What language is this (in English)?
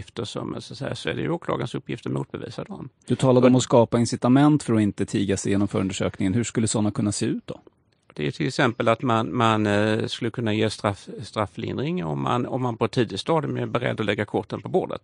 Swedish